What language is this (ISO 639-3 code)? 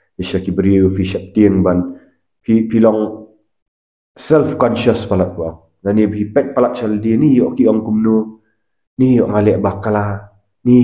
kha